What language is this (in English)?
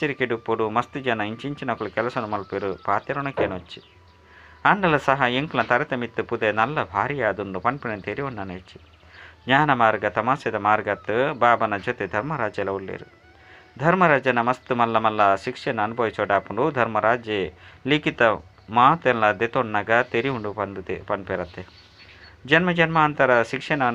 Tulu